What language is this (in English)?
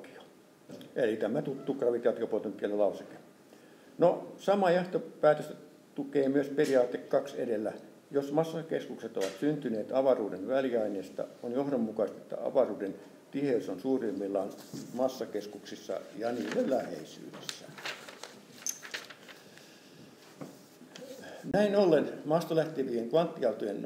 Finnish